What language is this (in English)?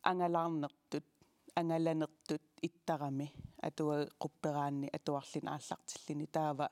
Kalaallisut